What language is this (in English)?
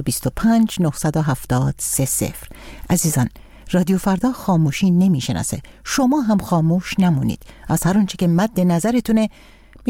Persian